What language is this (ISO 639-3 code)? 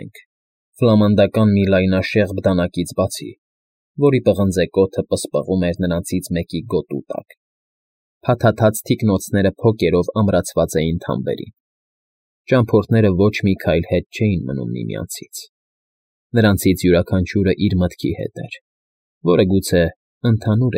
hye